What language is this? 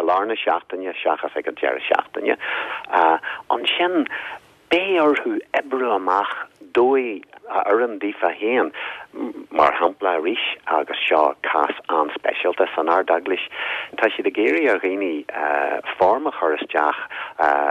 Irish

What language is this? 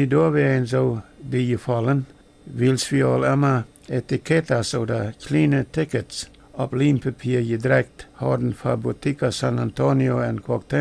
Plautdietsch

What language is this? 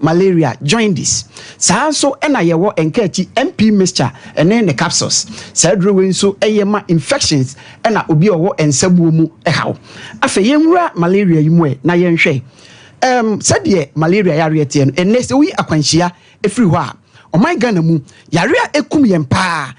Akan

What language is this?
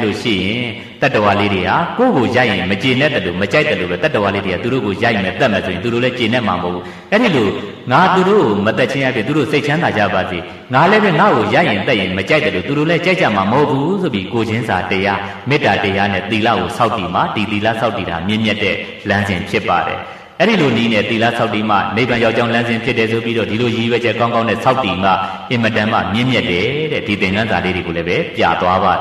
Burmese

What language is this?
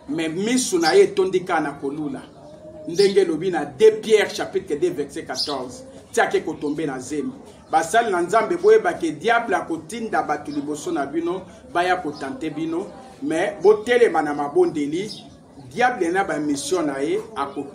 Lingala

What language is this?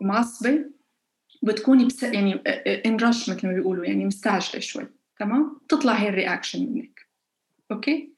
North Levantine Arabic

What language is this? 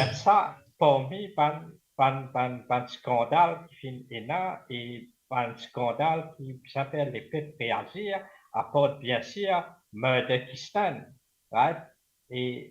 Morisyen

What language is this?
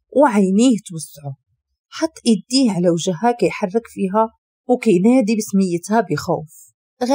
Moroccan Arabic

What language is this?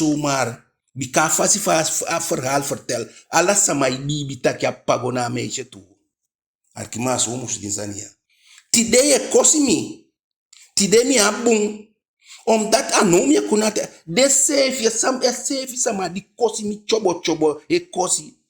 Eastern Maroon Creole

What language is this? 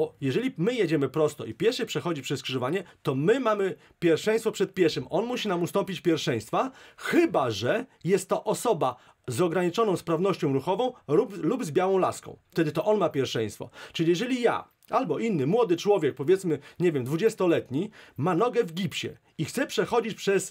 Polish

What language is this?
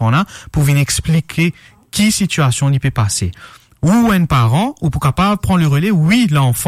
Morisyen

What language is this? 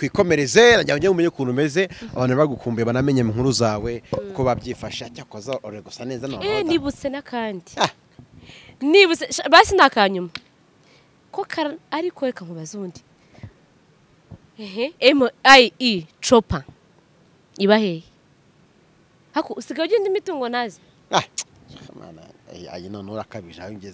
Kinyarwanda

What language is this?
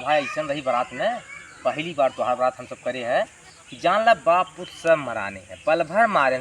Awadhi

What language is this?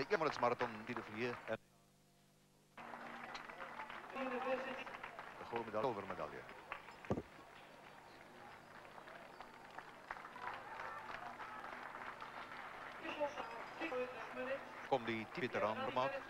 Afrikaans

